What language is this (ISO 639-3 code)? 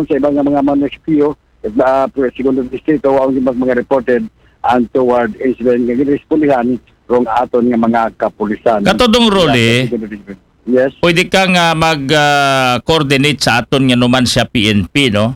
akl